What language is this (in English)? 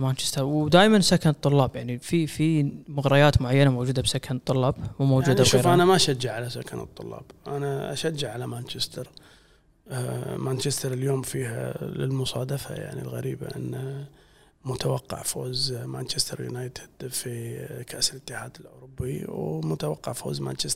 Gulf Arabic